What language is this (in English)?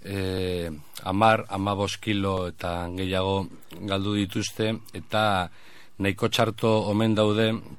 Basque